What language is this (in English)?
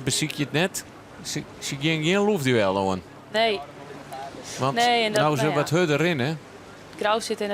Western Frisian